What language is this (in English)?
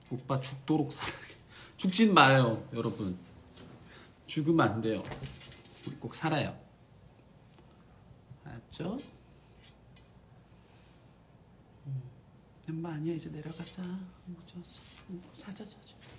Korean